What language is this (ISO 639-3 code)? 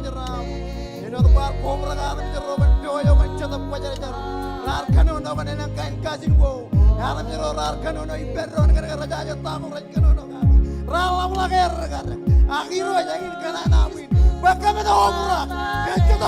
mah